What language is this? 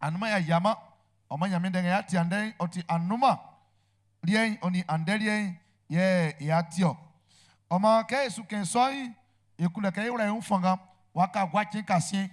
Baoulé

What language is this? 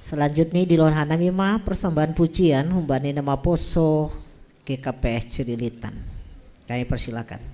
Batak Simalungun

